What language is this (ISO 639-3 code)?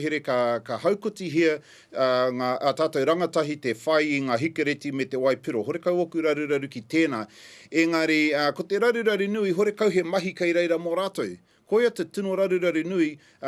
mri